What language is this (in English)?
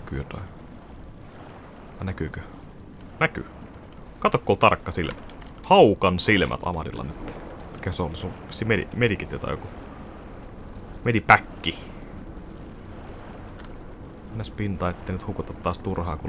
Finnish